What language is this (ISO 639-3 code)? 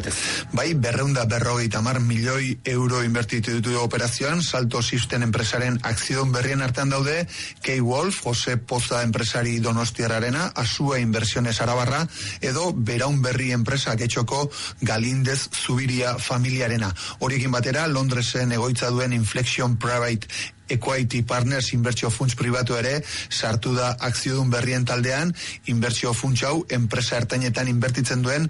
eus